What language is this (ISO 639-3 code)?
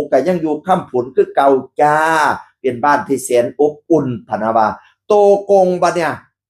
tts